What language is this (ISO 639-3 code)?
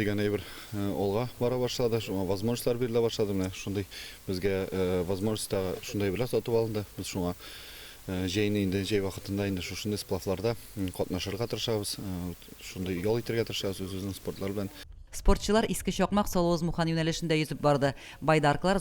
tat